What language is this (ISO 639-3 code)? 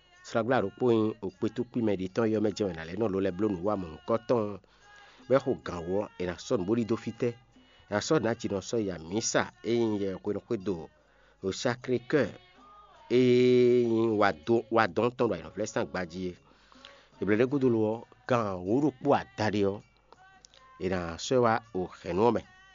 fon